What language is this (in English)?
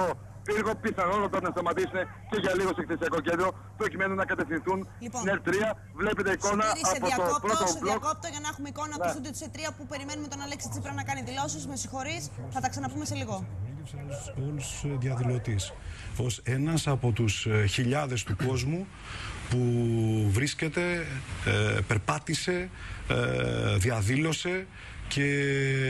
Greek